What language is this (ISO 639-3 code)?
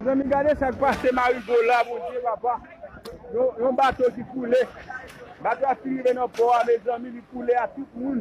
hat